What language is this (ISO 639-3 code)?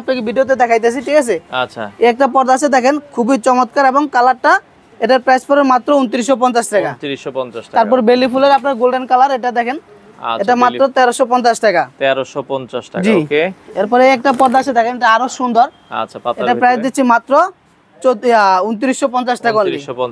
ben